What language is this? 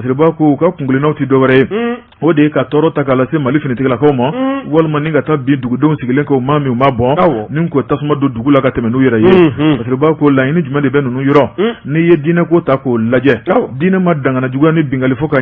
Bambara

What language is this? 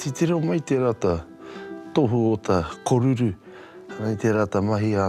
Māori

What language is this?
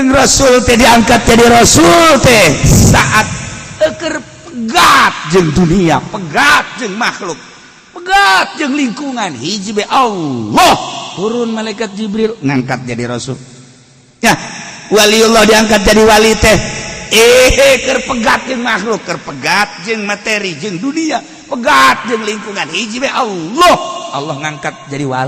Sundanese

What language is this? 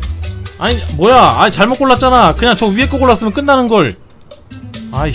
Korean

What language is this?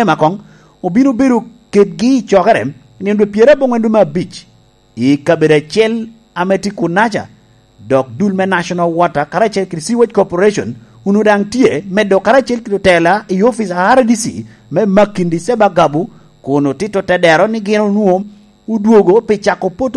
Lango (Uganda)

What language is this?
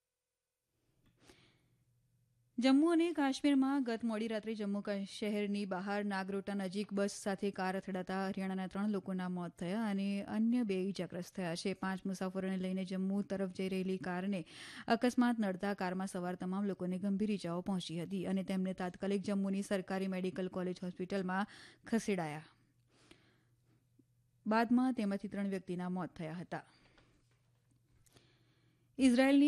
Gujarati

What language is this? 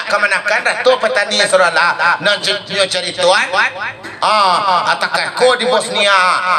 Minangkabau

